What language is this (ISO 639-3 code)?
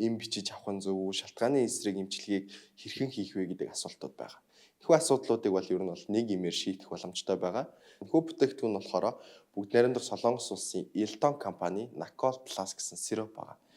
mon